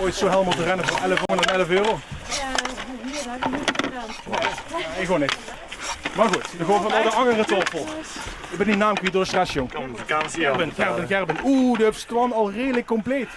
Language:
Limburgish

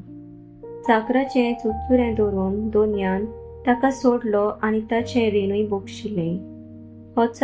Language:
Konkani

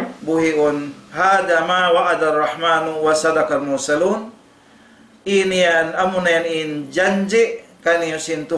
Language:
Tausug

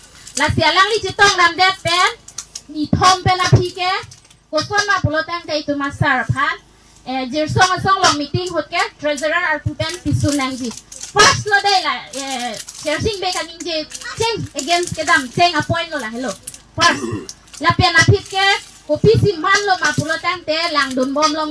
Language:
Karbi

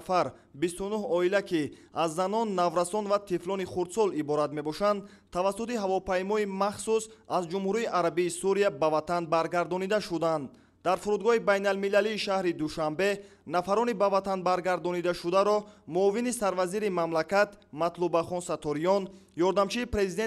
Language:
Tajik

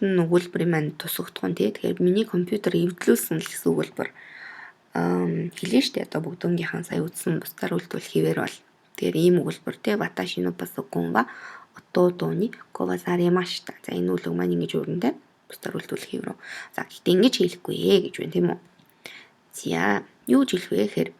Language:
Mongolian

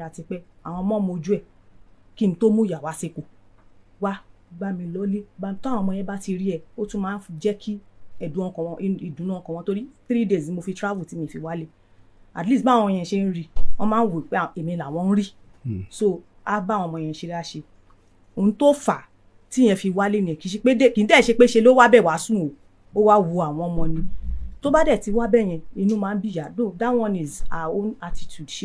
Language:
Yoruba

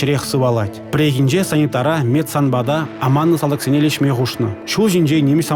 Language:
Chuvash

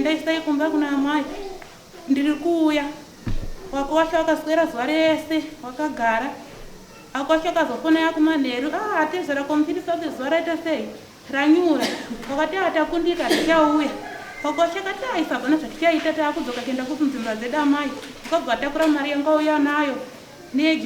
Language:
Shona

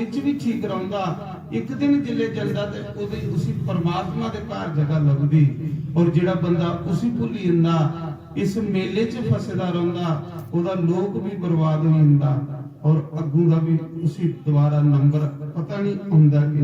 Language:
Dogri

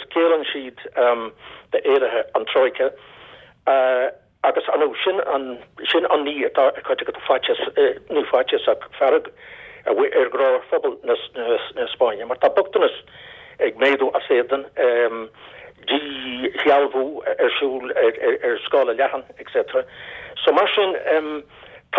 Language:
Irish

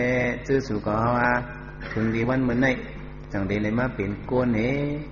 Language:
Shan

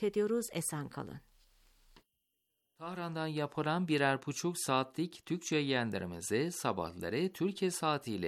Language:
Turkish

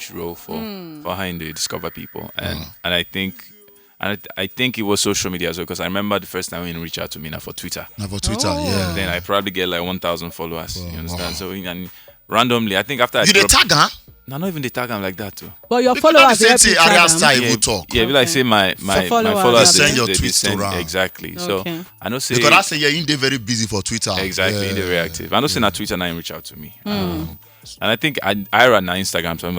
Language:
Nigerian Pidgin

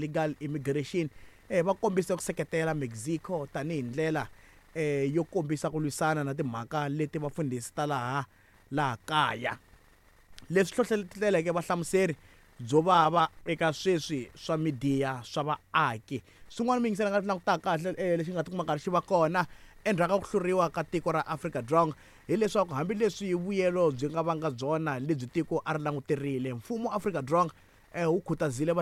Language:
Tsonga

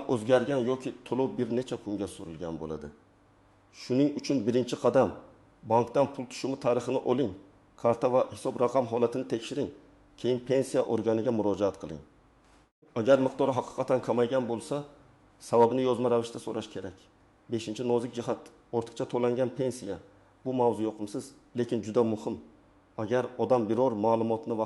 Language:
Uzbek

